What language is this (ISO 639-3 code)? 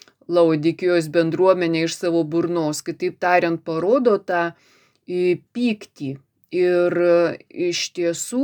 lit